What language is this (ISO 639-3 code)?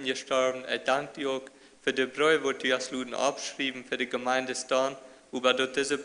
pdt